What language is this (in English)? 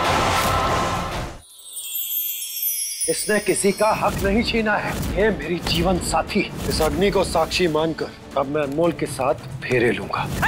Hindi